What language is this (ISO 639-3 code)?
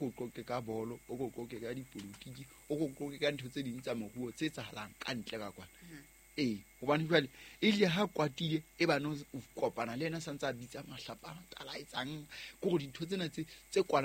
sot